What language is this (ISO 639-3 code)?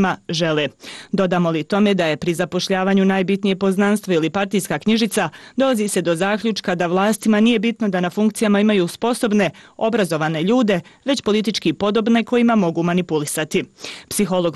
srp